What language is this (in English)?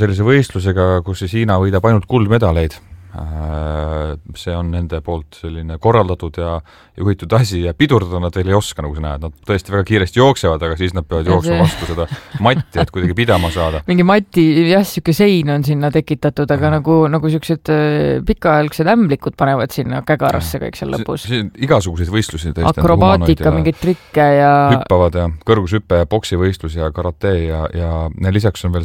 Estonian